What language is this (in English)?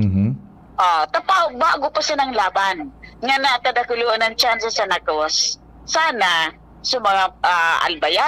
Bikol